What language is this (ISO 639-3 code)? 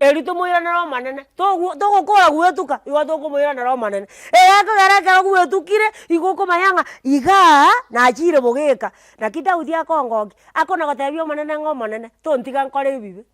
guz